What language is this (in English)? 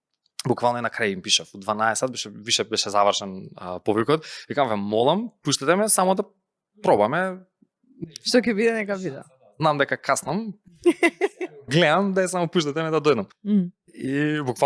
Macedonian